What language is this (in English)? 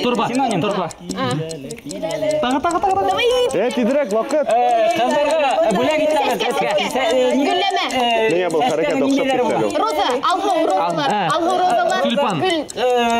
Bashkir